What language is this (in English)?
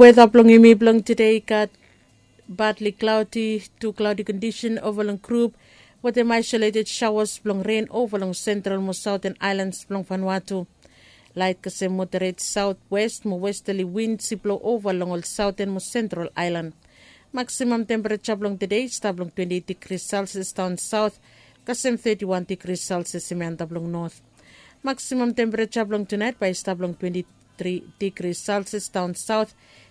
Bislama